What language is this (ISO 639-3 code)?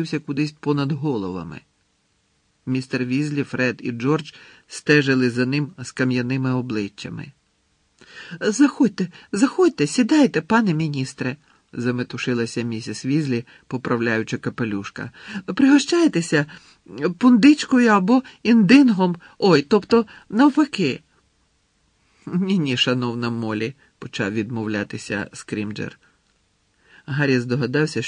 ukr